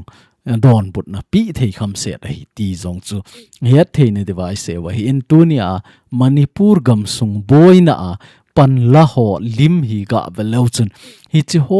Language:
Thado Chin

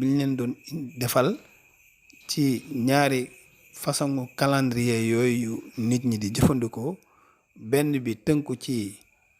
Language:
Wolof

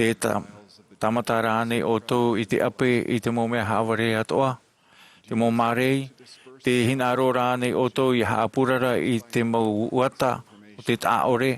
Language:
Tahitian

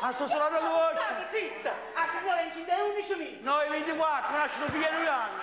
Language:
Neapolitan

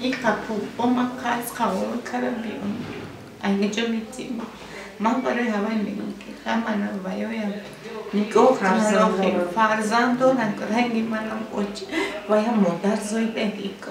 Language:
Tajik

